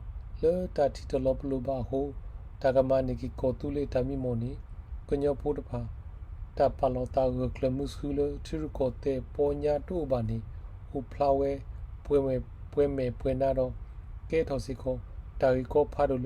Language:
S'gaw Karen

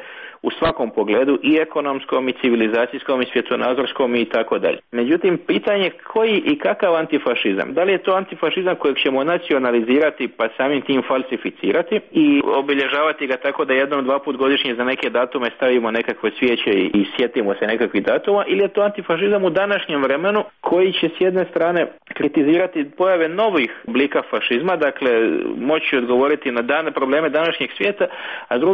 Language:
Croatian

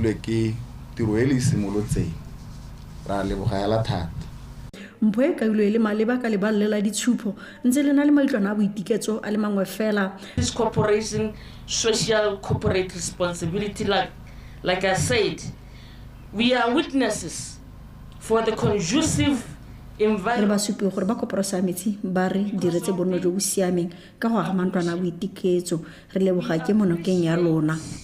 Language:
Tswana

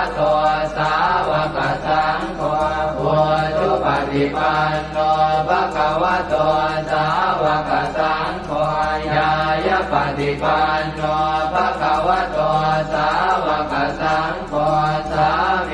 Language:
Pali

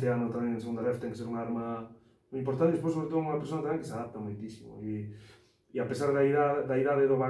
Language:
Galician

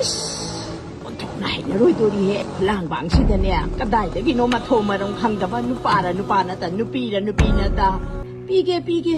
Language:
Manipuri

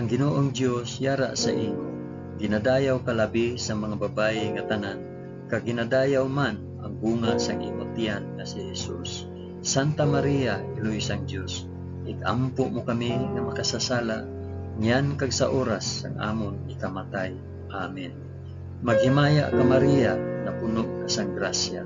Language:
Hiligaynon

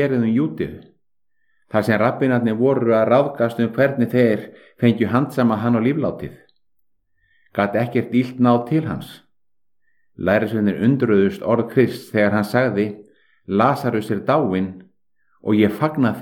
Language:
Icelandic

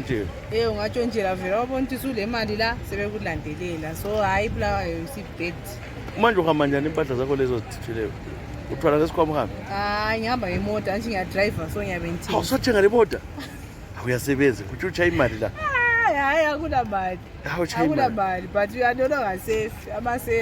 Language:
North Ndebele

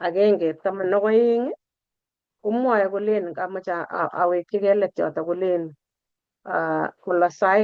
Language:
Kalenjin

